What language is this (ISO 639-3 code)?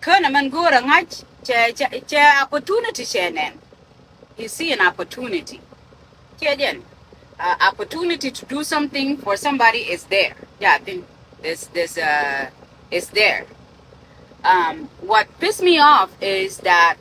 nus